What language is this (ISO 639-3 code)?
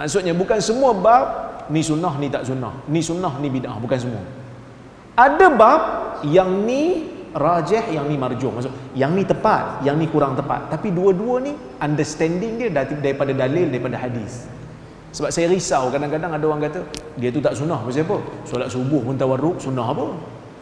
msa